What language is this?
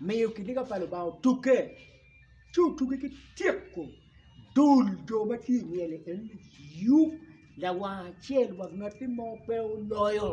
Acoli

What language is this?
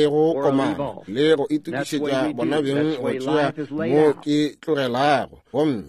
Northern Sotho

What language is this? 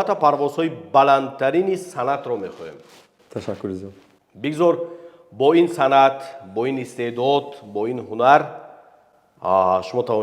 Tajik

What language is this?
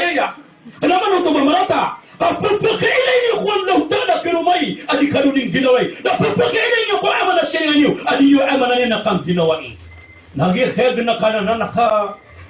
Maranao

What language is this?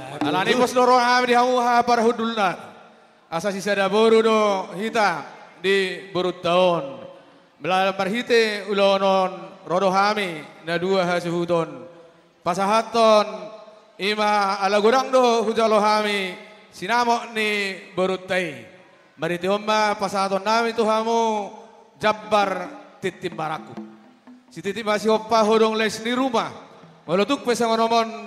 Batak Toba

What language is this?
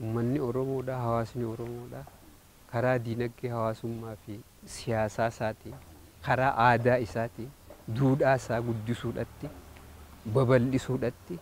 Oromo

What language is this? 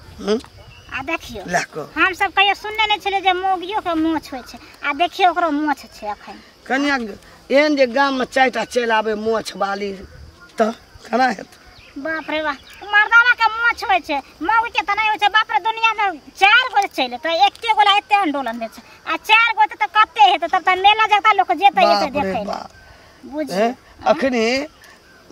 Maithili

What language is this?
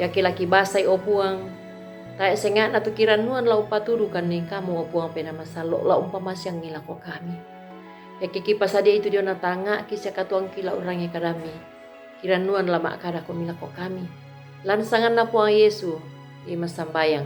Toraja-Sa'dan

